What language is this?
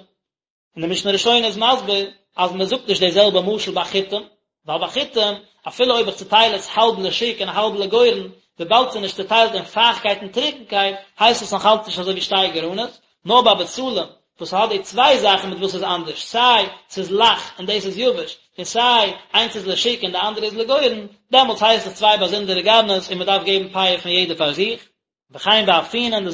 Yiddish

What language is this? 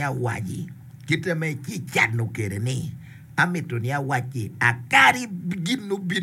Acoli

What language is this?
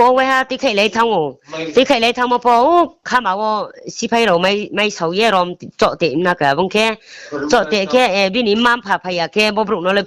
Riang (India)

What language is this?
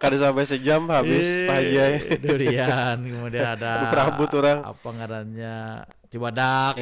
Banjar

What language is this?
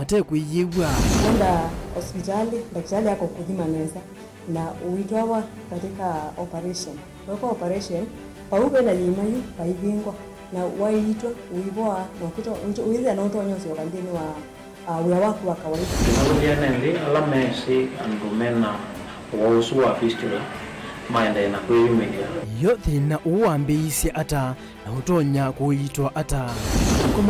Kamba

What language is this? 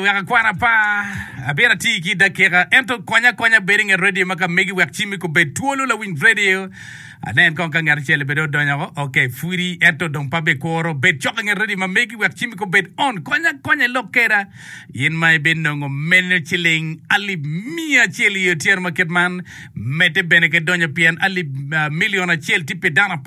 Acoli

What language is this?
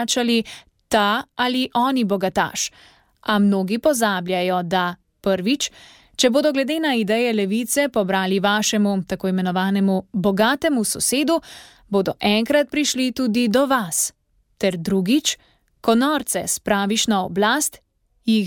Slovenian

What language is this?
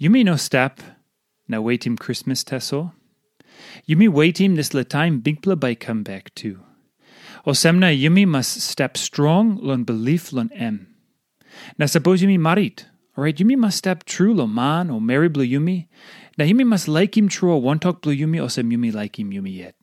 Tok Pisin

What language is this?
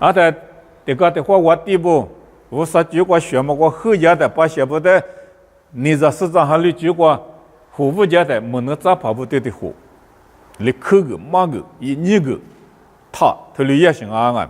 Lisu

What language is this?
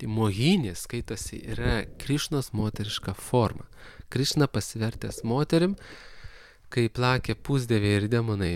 Lithuanian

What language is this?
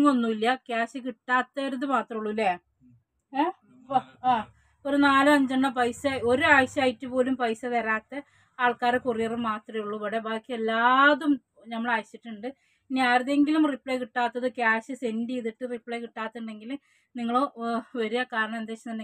Malayalam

